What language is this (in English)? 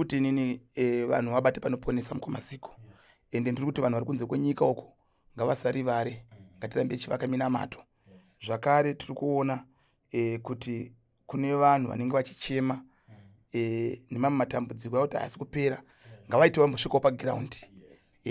Shona